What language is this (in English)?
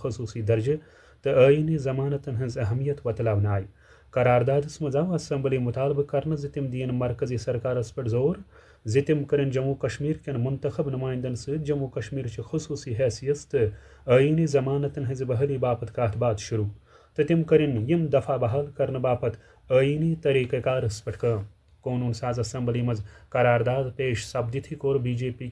Kashmiri